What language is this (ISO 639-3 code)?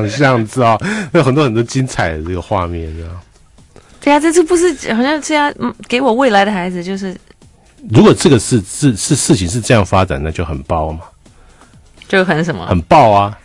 zho